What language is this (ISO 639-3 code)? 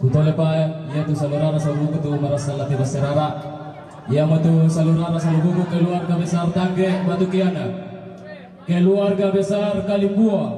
sda